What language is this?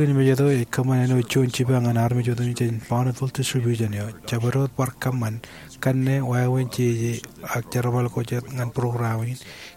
Marshallese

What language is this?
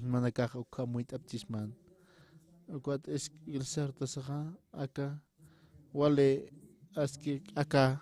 Aymara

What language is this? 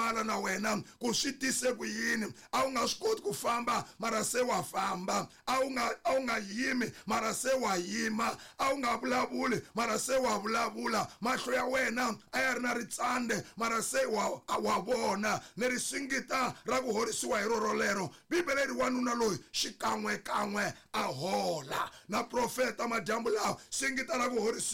Tsonga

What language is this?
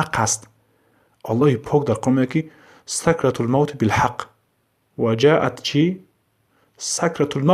Tajik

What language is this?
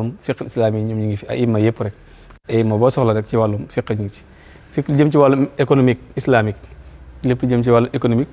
Wolof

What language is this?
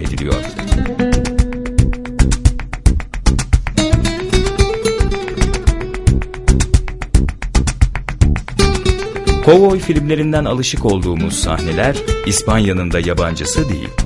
Turkish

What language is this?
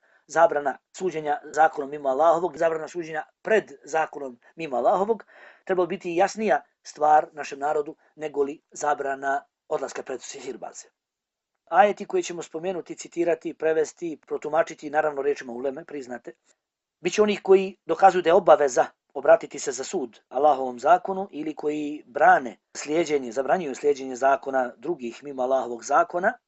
Bosnian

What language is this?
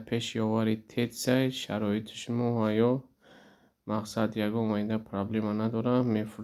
Tajik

